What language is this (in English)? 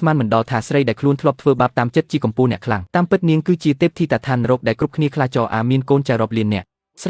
Khmer